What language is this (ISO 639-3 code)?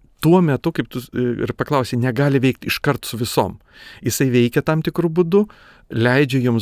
lit